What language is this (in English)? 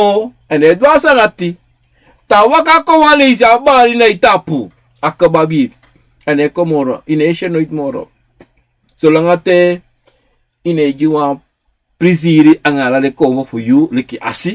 Sranan Tongo